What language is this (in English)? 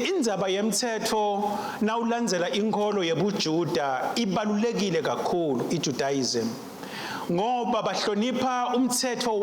Swati